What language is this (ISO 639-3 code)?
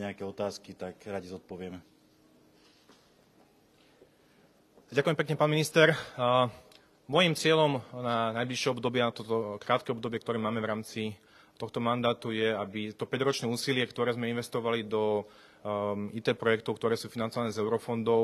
slk